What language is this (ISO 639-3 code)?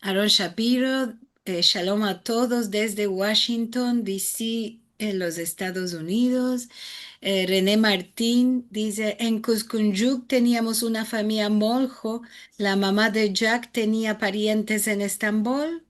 lad